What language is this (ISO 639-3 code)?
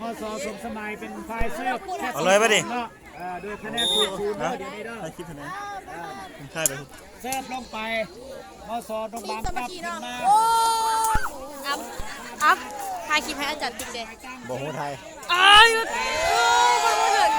lao